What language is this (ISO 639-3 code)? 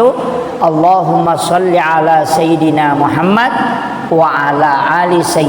bug